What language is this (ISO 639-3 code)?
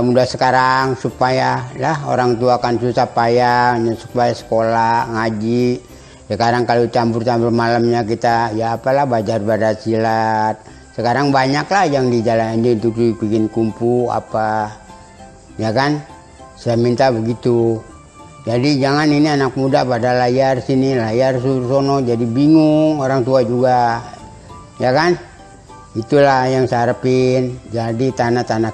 bew